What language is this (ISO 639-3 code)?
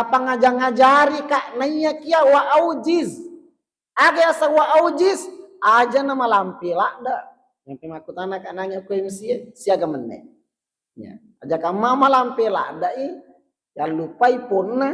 bug